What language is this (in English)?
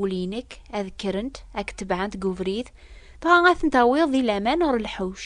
Kabyle